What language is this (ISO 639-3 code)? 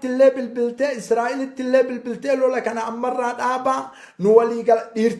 orm